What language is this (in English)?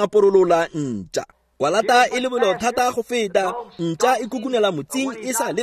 Tswana